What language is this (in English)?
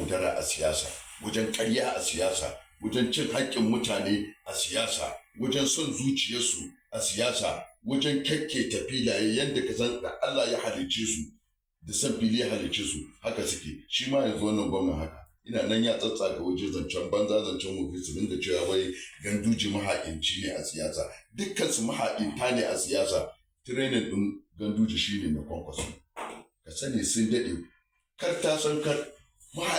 Hausa